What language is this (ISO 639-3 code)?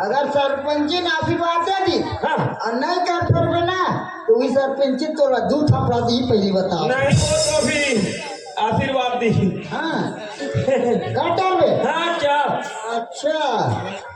hne